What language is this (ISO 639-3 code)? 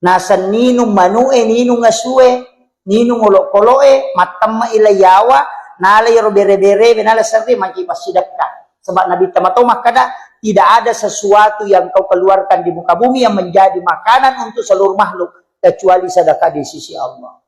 bug